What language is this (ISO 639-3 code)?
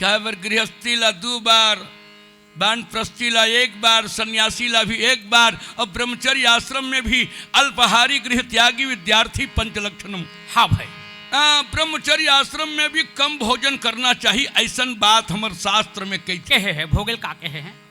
hne